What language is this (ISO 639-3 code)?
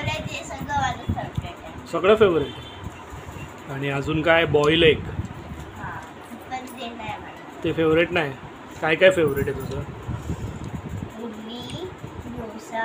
mar